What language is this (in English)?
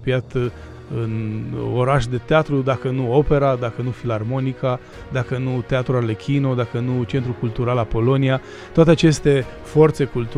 Romanian